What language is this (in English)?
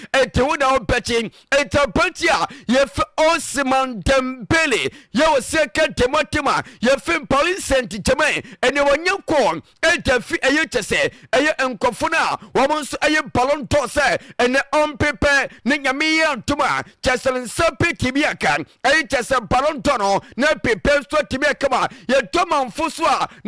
Akan